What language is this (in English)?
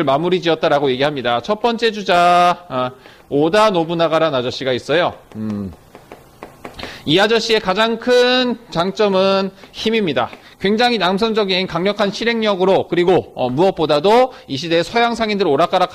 Korean